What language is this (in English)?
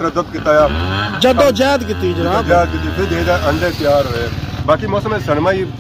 Pahari-Potwari